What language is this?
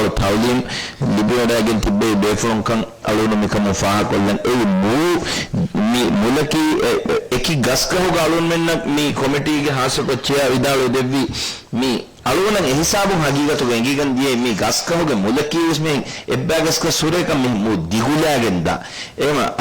Divehi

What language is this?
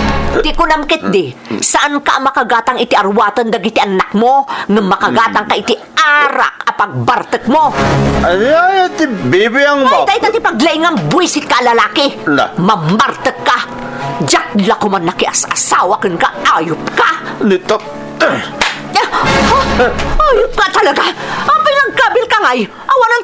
Iloko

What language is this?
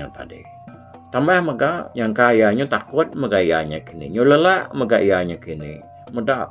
Iban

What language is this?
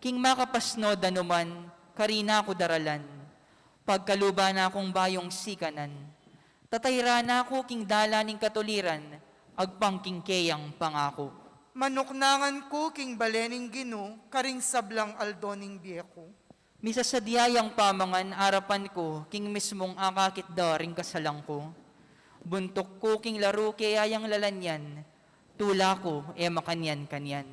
Pampanga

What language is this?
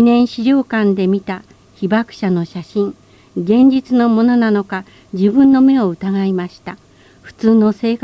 Japanese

